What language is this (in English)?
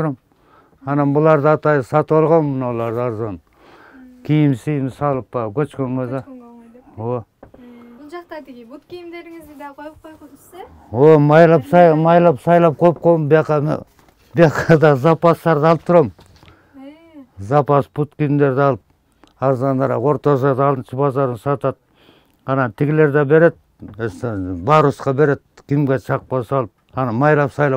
Kyrgyz